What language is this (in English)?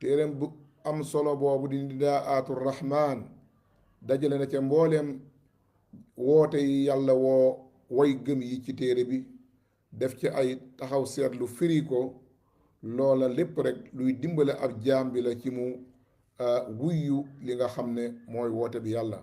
Wolof